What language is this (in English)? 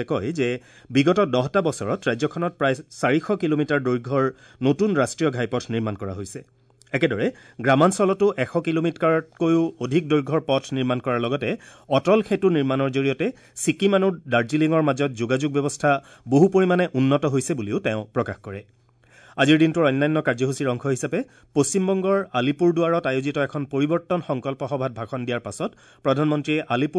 Assamese